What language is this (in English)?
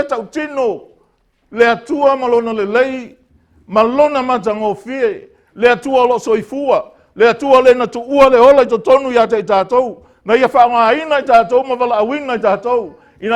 Samoan